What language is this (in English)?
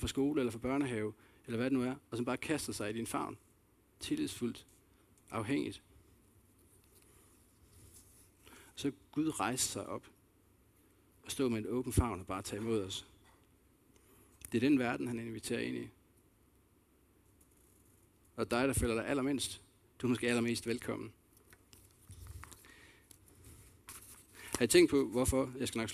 Danish